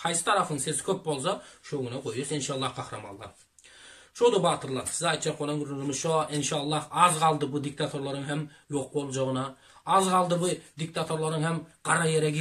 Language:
Turkmen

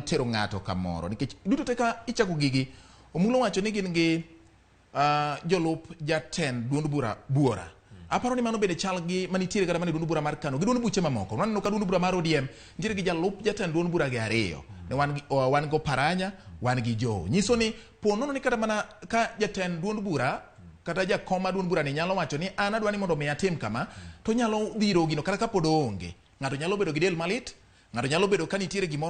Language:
Luo (Kenya and Tanzania)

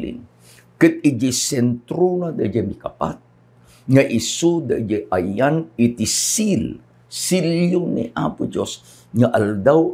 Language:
Iloko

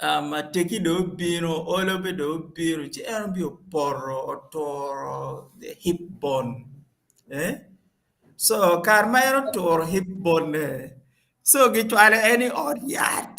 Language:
Acoli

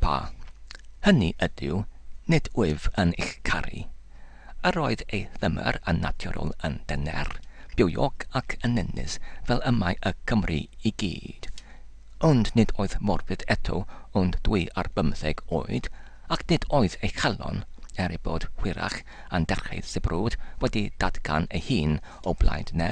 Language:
Welsh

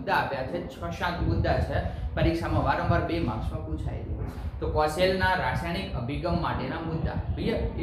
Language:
Gujarati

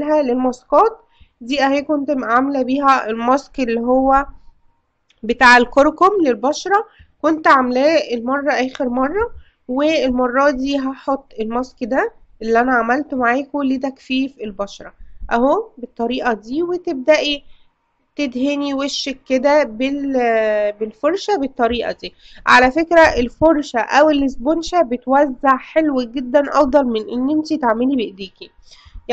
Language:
Egyptian Arabic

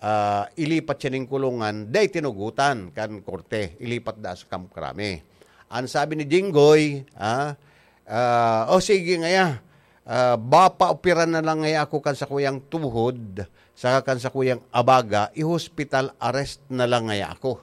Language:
Bikol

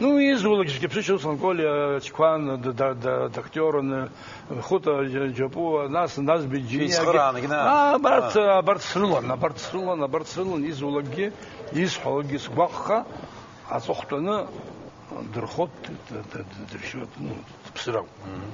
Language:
Abkhazian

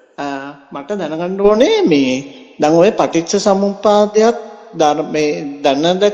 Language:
Sinhala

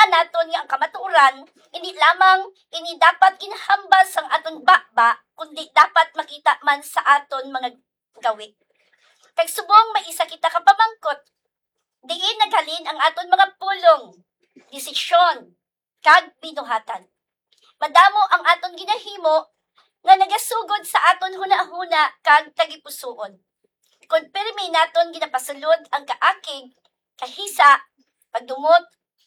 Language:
Hiligaynon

